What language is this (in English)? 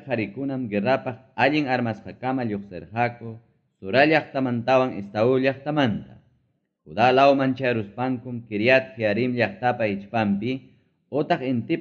Ayacucho Quechua